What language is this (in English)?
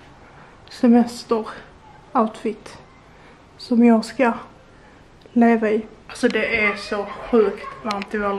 Swedish